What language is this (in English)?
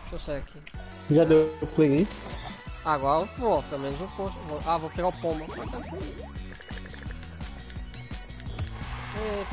Portuguese